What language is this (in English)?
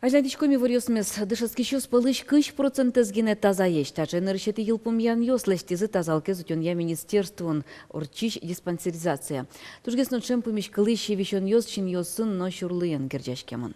Udmurt